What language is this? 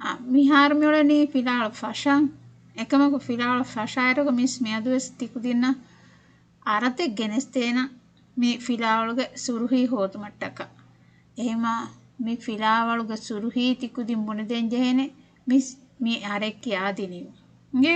Divehi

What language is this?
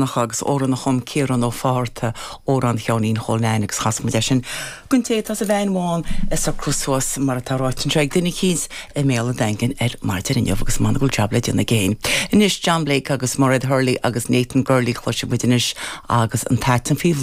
Irish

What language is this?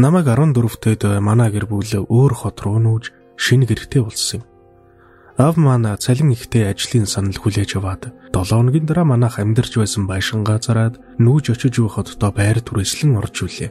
Mongolian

